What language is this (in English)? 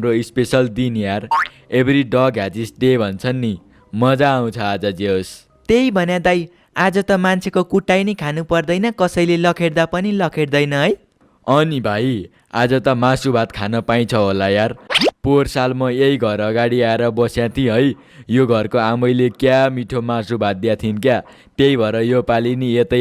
Nepali